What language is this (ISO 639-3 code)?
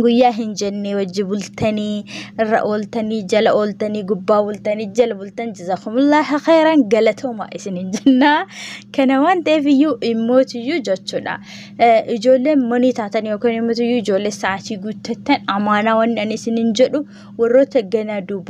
orm